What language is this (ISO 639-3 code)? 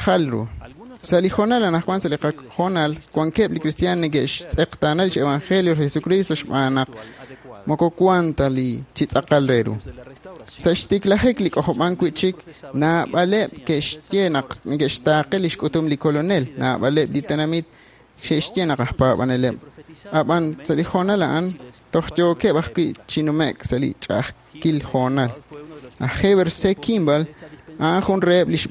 kek